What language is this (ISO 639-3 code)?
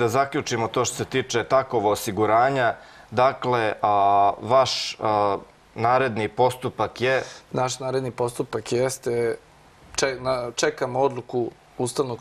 srp